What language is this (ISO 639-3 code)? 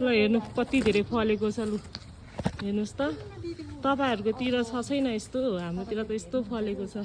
nep